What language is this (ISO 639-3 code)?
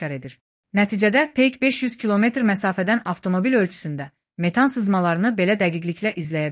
aze